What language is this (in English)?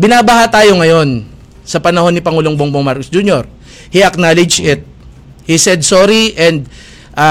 Filipino